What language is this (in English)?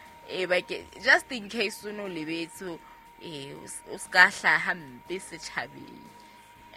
Southern Sotho